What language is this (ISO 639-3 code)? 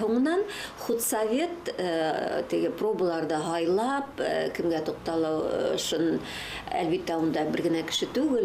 bak